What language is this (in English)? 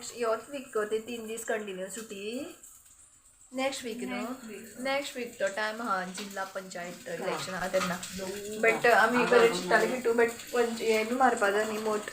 Konkani